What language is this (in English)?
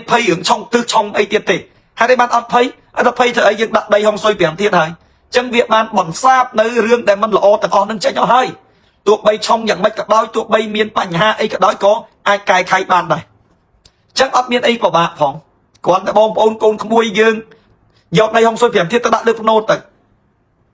Khmer